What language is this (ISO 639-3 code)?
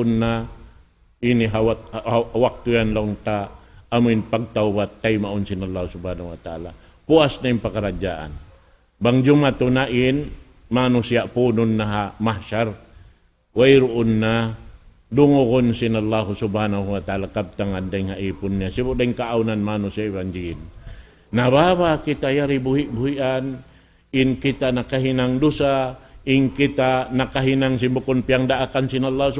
tsg